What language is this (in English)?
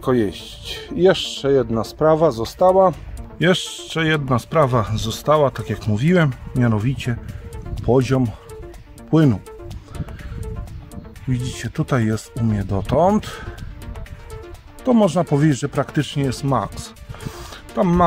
Polish